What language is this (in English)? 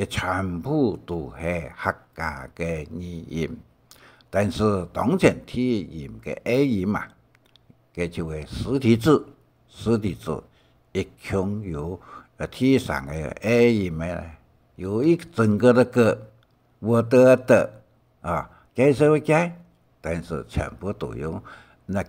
Hakka Chinese